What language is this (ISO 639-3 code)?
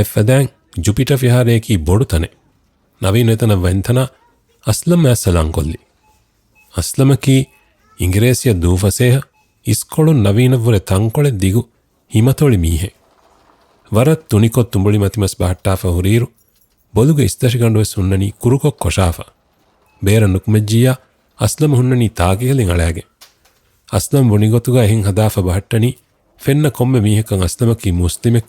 div